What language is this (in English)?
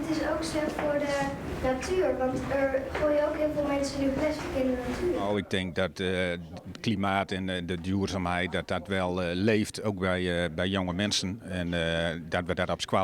Western Frisian